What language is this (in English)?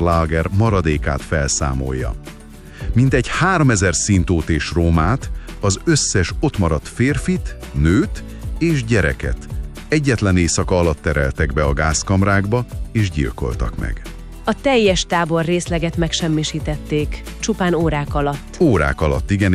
Hungarian